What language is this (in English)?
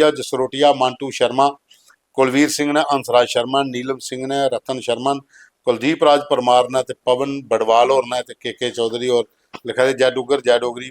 Dogri